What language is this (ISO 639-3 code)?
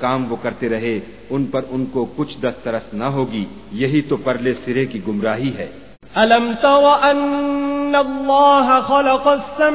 urd